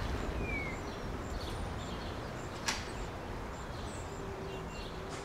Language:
Turkish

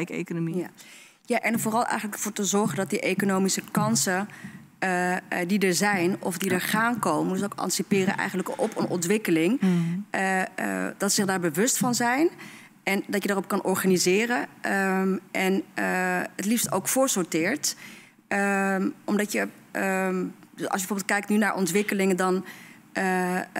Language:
Dutch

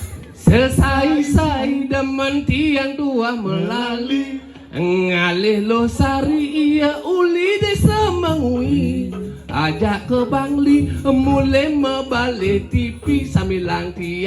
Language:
Balinese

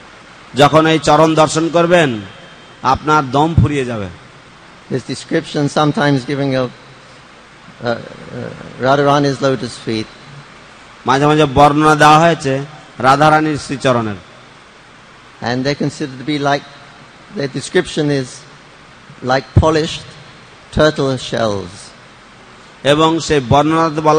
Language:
Bangla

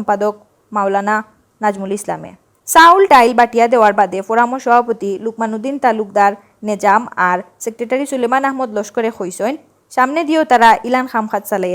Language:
Sylheti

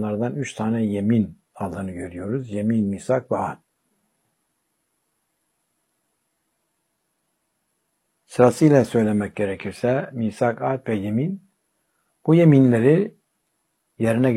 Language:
Turkish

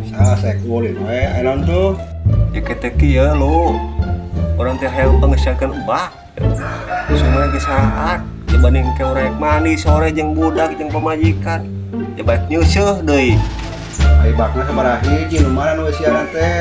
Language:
Sundanese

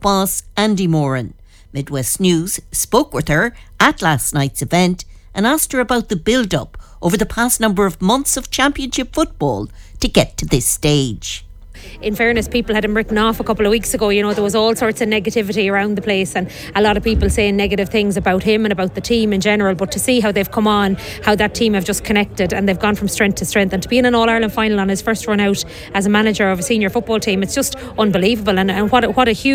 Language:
English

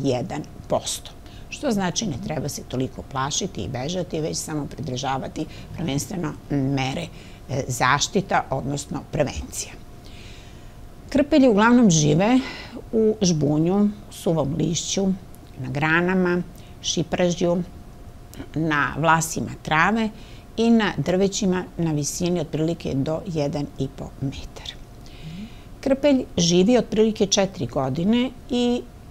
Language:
Serbian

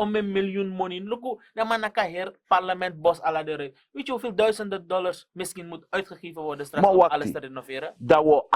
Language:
Sranan Tongo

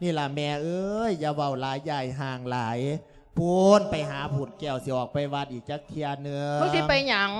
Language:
Lao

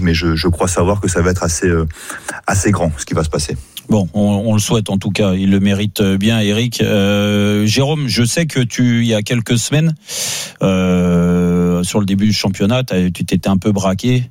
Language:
French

